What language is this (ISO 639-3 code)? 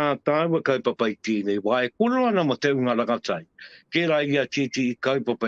mri